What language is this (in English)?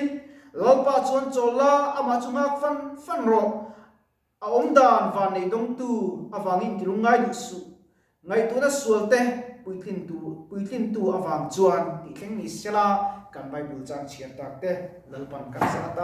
Mizo